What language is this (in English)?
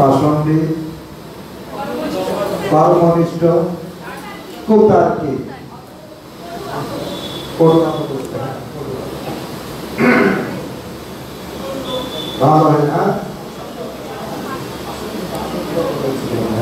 Bangla